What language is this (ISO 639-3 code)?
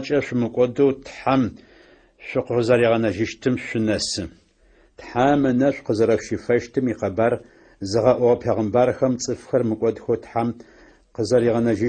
ady